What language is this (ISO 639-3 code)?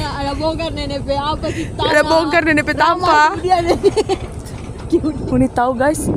xmm